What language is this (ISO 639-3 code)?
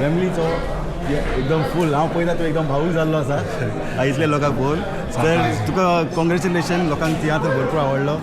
kok